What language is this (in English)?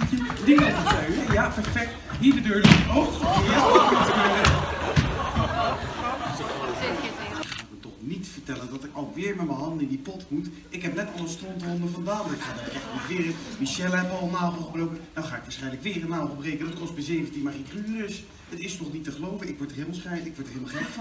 Dutch